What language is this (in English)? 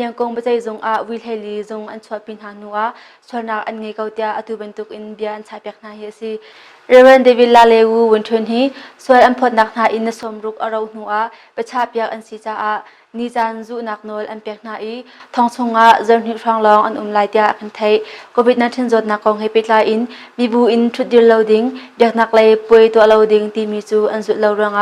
Hakha Chin